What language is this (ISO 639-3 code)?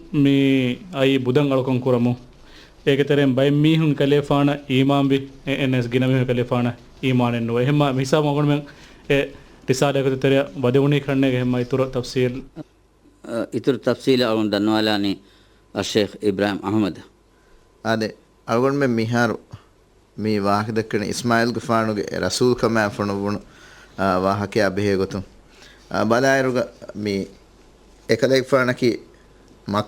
div